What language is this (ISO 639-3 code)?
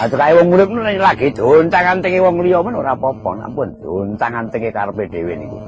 jav